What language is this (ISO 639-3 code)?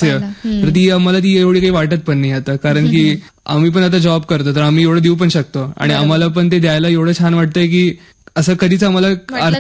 mar